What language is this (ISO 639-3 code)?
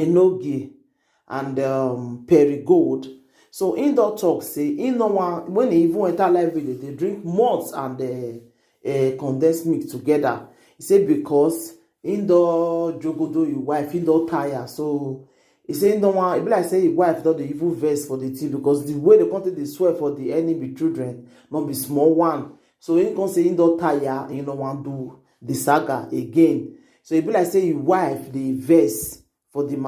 pcm